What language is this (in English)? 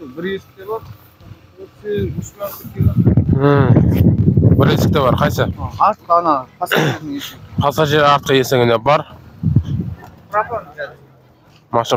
Kazakh